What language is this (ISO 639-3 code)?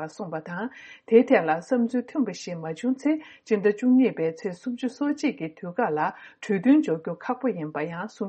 bod